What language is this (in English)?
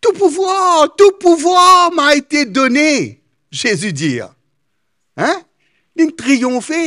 Morisyen